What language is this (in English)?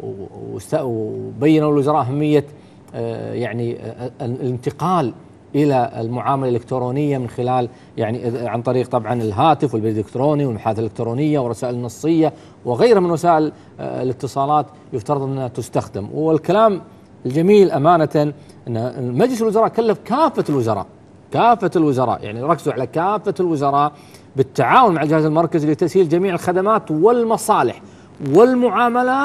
Gulf Arabic